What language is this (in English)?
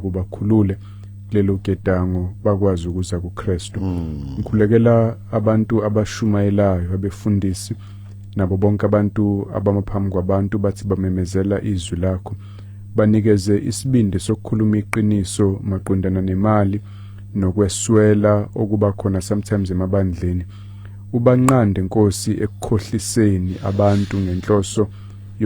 Zulu